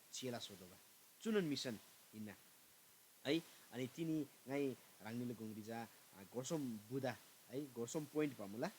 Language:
Eastern Tamang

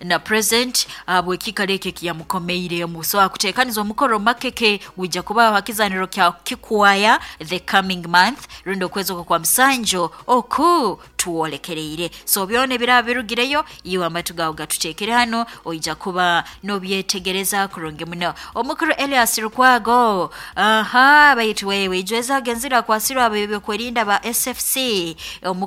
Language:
Nyoro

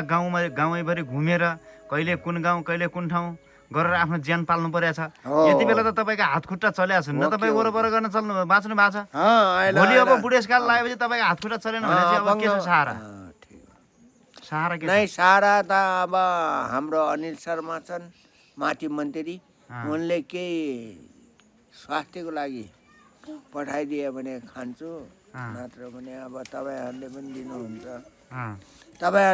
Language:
Nepali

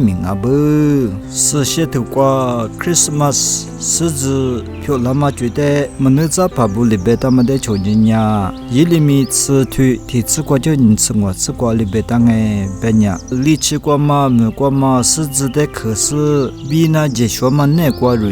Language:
Lisu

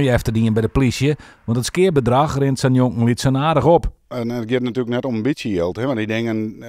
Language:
Western Frisian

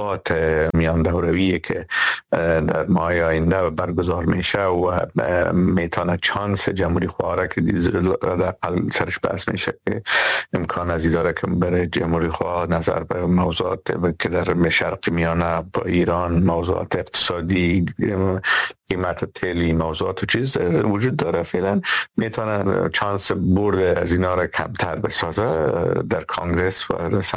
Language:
Persian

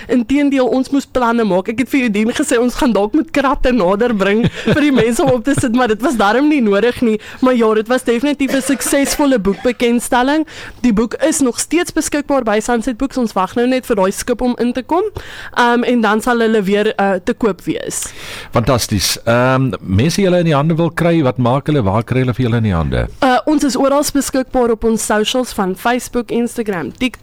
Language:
Afrikaans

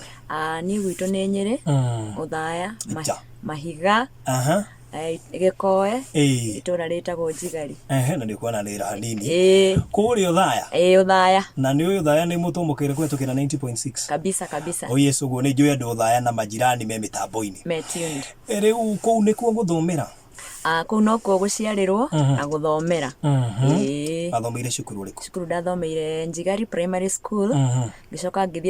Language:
Kikuyu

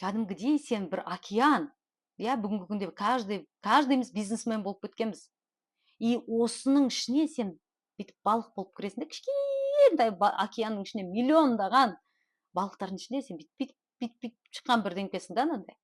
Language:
Kazakh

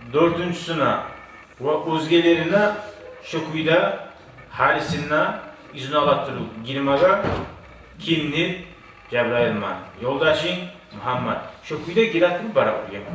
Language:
Kumyk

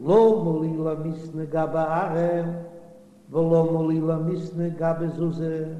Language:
Yiddish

